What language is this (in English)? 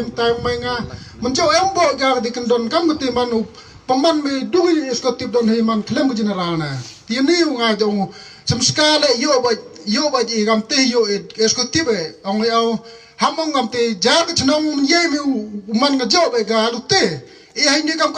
Khasi